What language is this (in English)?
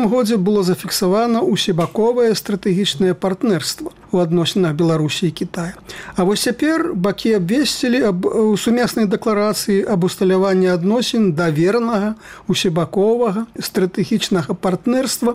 Belarusian